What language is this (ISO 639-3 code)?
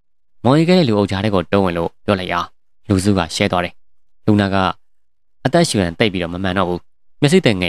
mya